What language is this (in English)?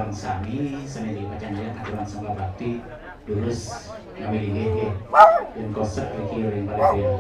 Balinese